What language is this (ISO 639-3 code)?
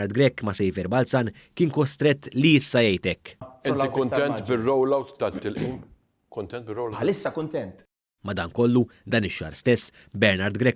mlt